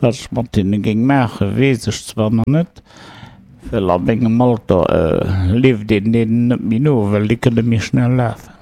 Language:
Luxembourgish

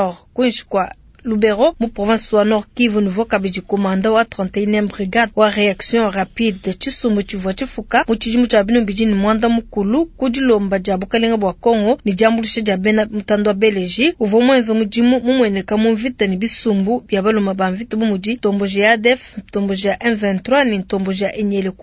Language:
Luba-Lulua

